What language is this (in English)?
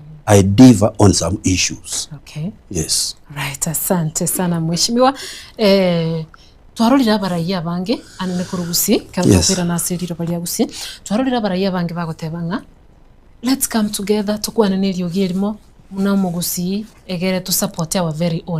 Gusii